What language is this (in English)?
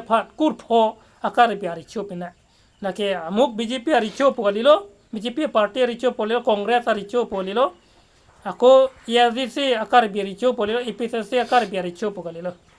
Karbi